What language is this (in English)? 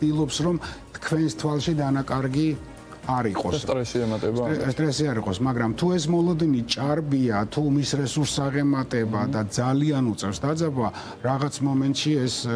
Georgian